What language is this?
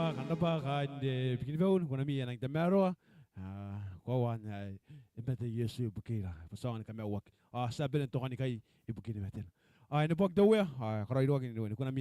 Gilbertese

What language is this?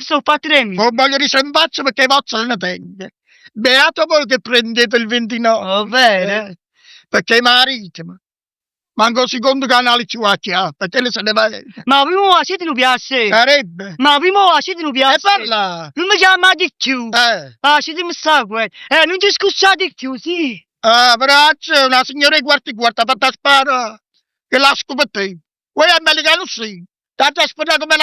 Neapolitan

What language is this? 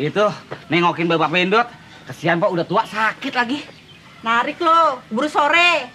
Betawi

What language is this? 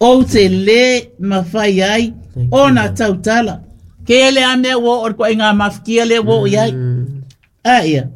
Samoan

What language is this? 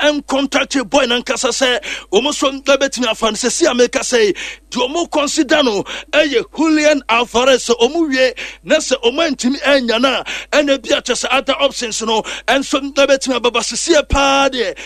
Akan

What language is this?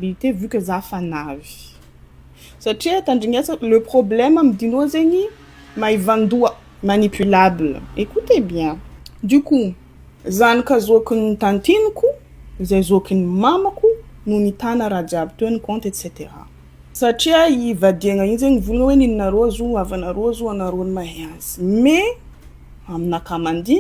Malagasy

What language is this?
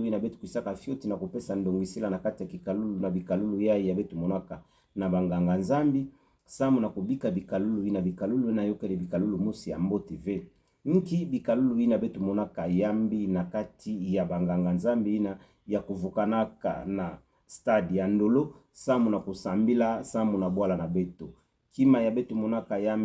Kituba (Democratic Republic of Congo)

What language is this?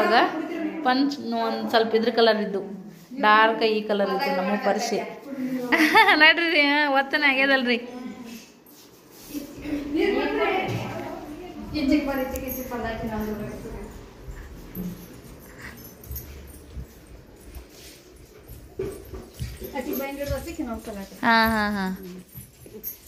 Kannada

